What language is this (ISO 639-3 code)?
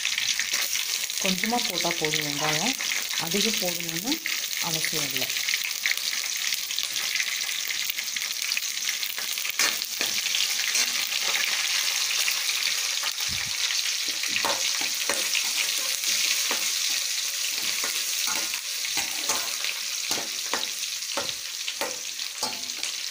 tam